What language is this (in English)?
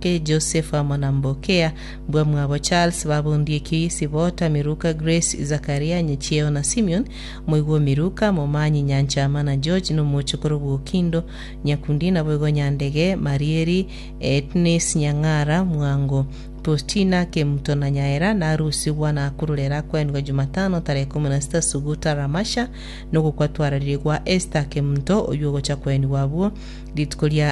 Gusii